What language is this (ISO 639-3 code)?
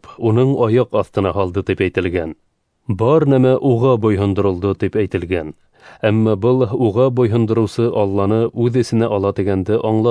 bak